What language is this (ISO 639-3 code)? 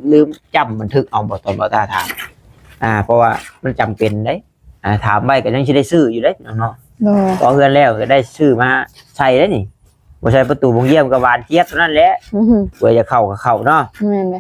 tts